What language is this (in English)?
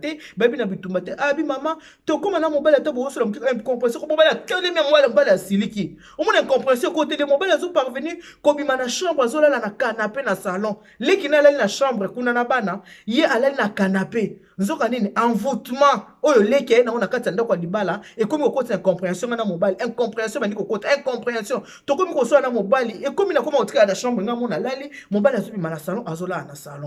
Lingala